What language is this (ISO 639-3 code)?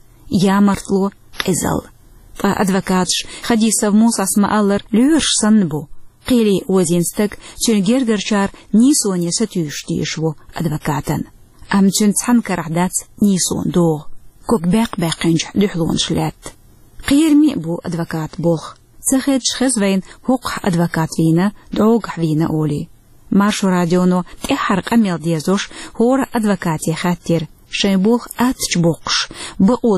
che